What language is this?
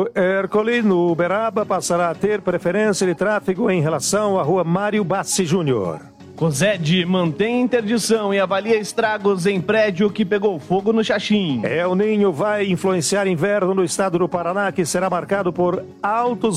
Portuguese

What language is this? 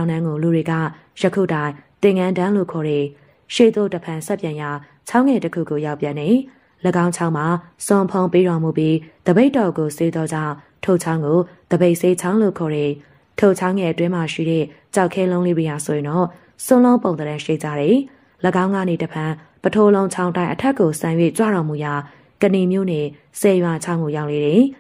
Burmese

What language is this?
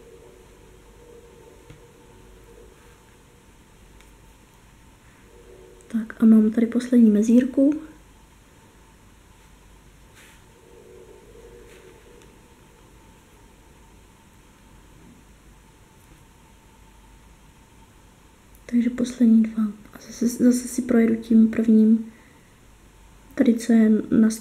Czech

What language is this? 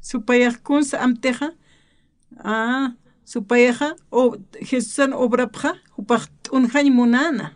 Aymara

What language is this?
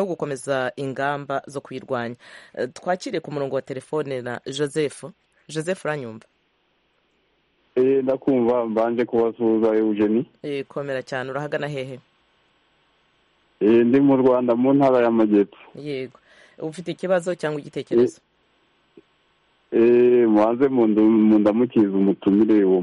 Kinyarwanda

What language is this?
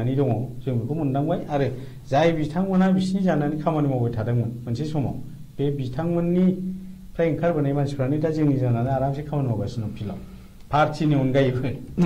Bodo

